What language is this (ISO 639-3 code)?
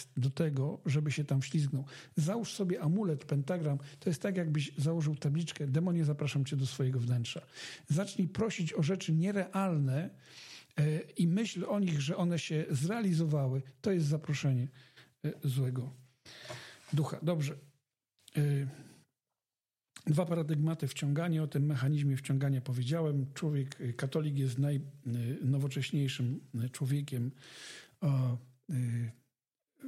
pol